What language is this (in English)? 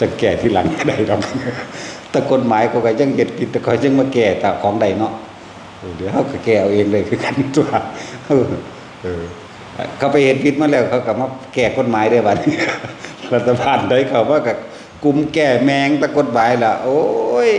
Northeastern Thai